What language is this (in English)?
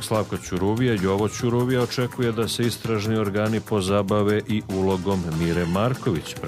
Serbian